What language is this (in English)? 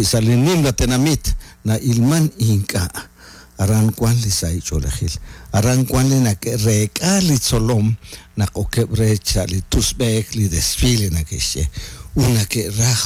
Kekchí